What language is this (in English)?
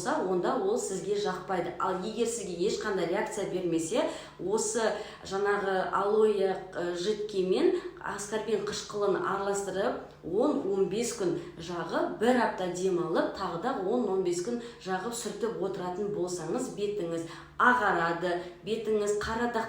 Kazakh